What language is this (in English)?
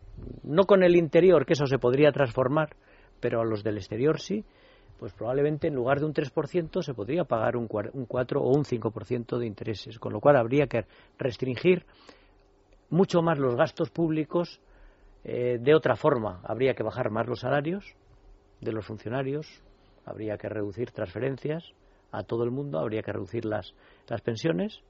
Spanish